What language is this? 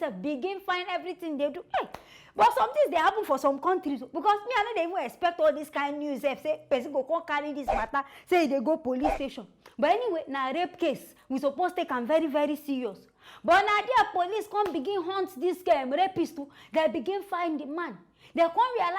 Nigerian Pidgin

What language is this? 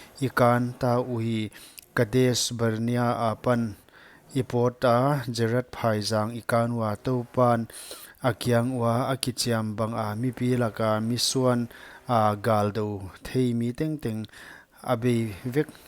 Paite Chin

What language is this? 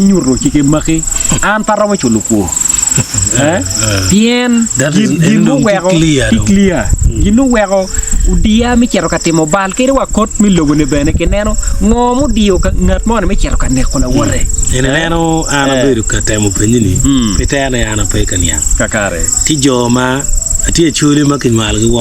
Acoli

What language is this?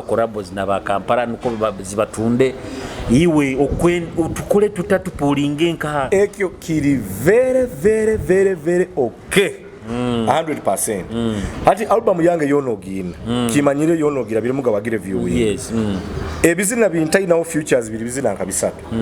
Nyoro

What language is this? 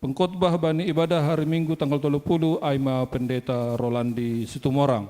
Batak Simalungun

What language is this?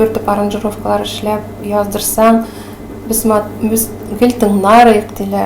Tatar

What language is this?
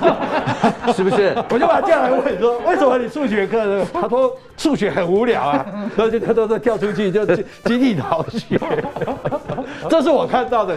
Chinese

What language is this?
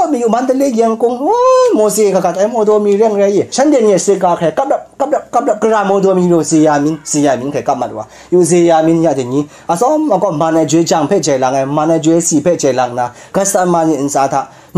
Kachin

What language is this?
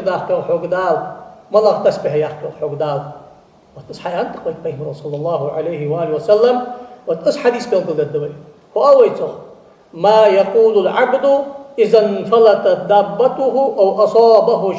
Ingush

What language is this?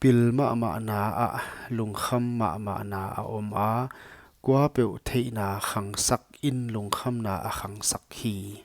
Paite Chin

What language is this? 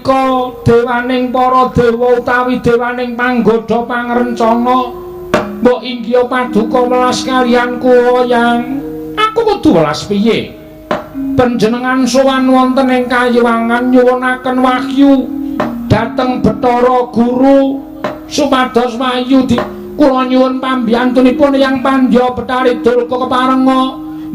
Javanese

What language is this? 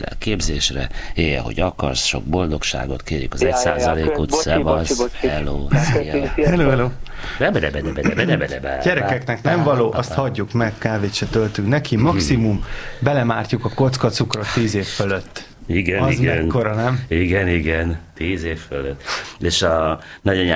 Hungarian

